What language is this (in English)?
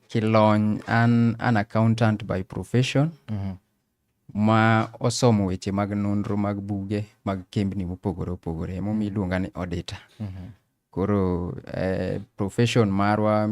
Luo (Kenya and Tanzania)